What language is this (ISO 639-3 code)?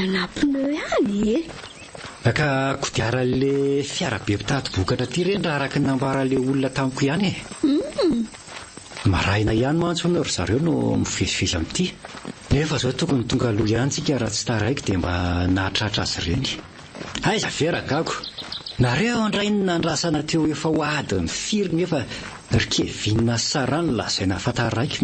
mlg